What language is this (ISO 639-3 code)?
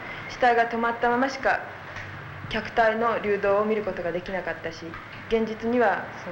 jpn